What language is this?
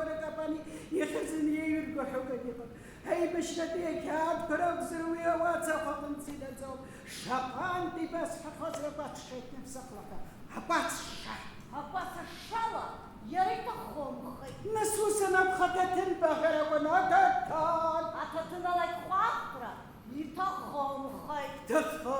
Abkhazian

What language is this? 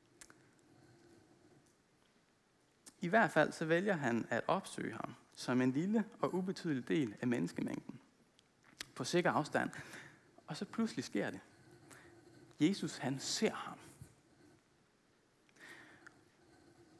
Danish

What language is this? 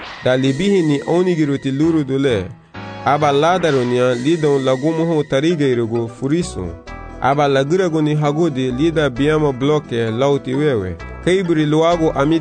Garifuna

